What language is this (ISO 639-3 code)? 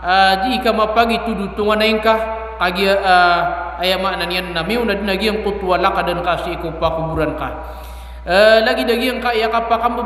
mrw